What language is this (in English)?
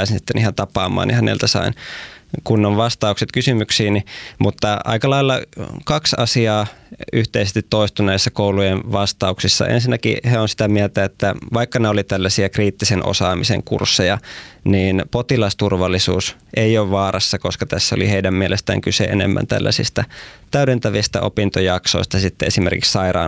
Finnish